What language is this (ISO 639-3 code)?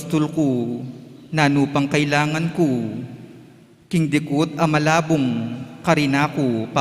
pam